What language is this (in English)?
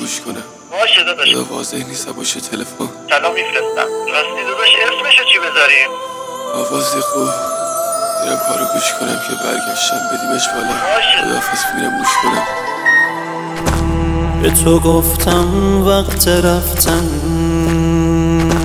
Persian